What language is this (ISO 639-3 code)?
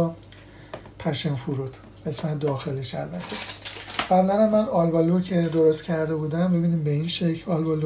fas